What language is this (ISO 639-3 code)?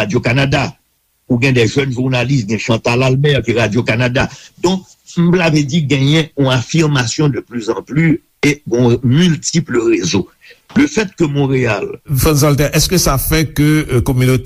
hat